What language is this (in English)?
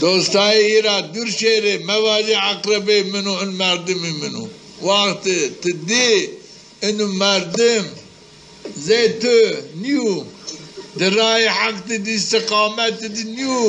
Zaza